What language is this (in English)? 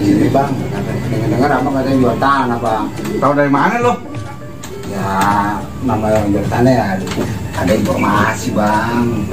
Betawi